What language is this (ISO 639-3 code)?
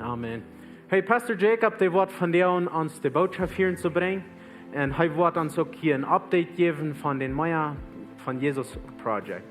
pdt